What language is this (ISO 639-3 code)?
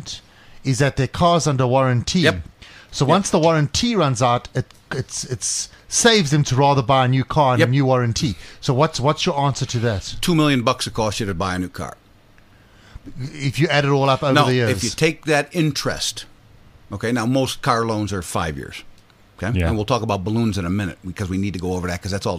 eng